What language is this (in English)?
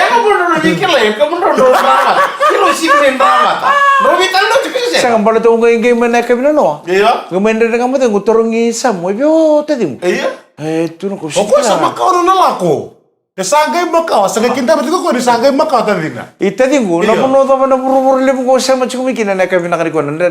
Fijian